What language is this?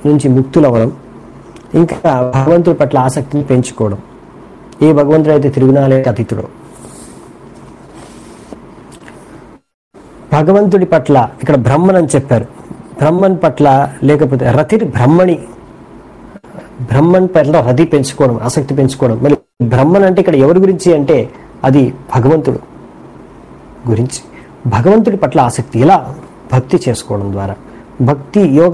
Telugu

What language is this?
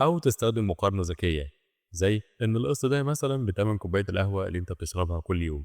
Egyptian Arabic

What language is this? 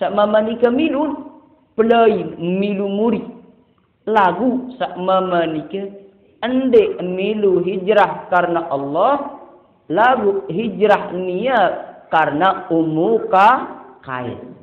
Sasak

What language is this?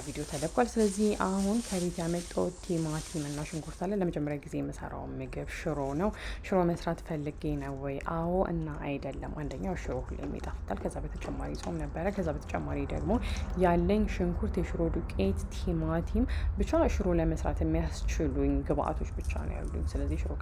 Amharic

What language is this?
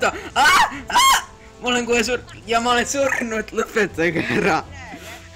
Estonian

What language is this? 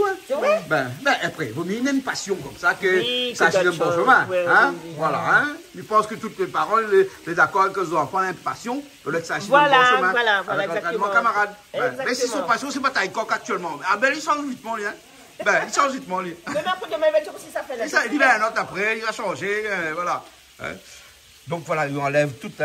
Réunion Creole French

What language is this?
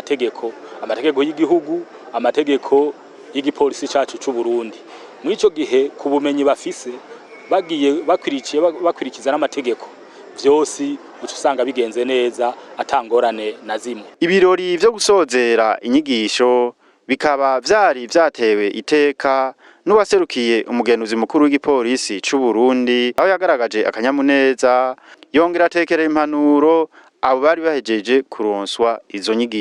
Rundi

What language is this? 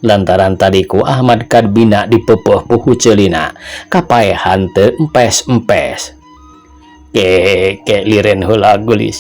Sundanese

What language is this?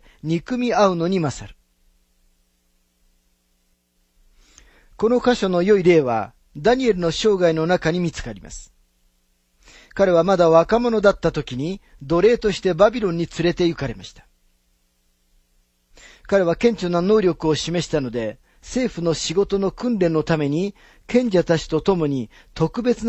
Japanese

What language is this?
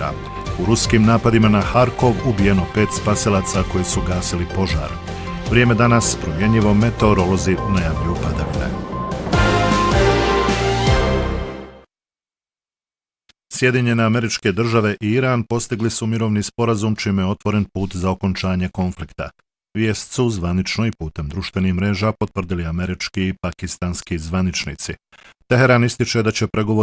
Bosnian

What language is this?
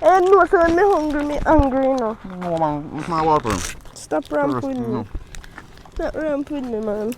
Jamaican Creole English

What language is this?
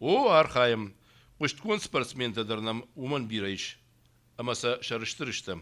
Ossetic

